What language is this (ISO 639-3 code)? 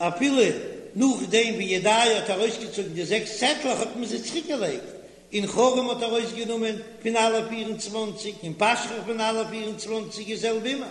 yid